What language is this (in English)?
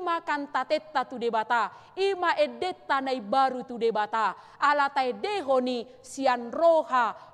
Batak Toba